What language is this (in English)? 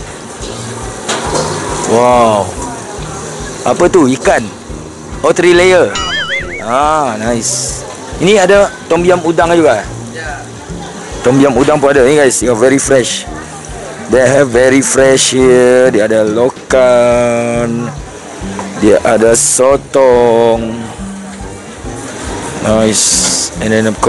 Malay